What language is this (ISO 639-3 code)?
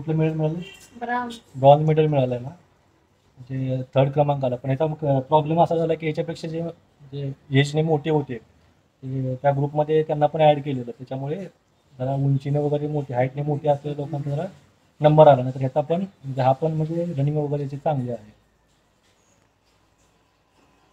mar